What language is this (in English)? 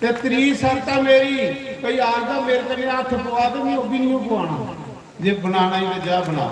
Dogri